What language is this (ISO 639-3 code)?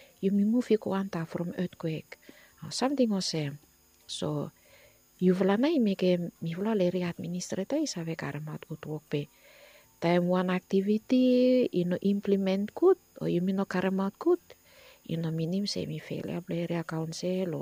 bis